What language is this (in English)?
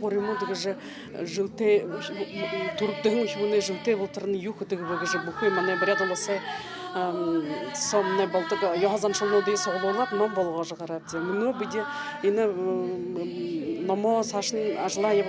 Buriat